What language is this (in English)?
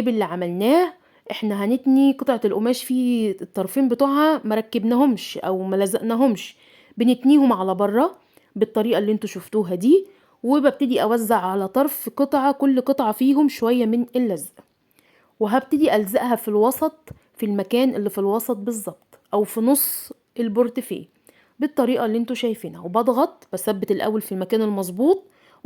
Egyptian Arabic